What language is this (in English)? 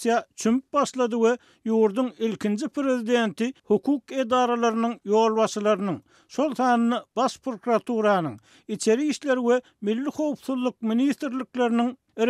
Turkmen